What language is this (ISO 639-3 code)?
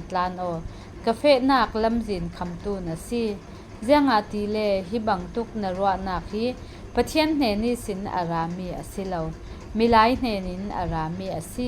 cfm